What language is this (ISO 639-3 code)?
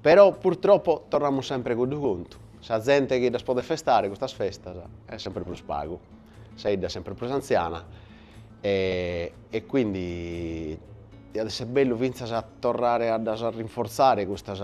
srd